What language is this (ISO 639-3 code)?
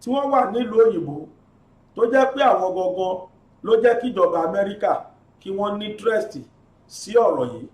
yor